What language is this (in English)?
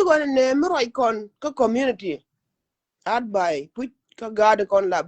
Nuer